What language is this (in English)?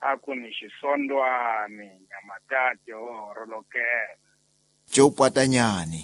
Tsonga